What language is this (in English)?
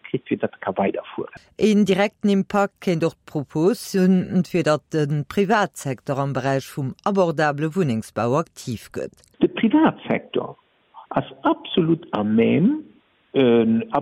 Luxembourgish